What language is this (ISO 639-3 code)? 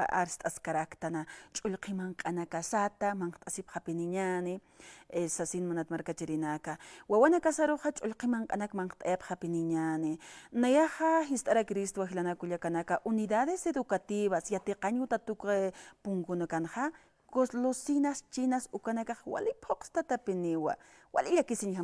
aym